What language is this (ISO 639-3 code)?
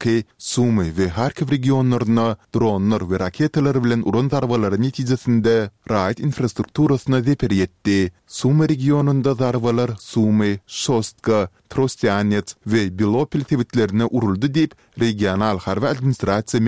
tuk